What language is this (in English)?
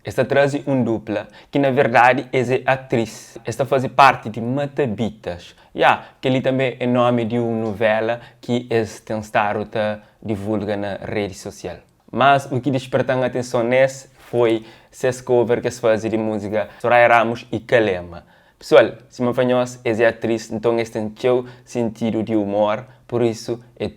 Kabuverdianu